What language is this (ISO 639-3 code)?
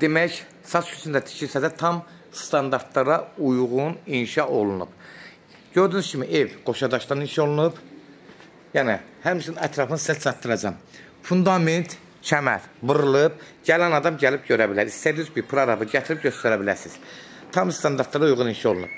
aze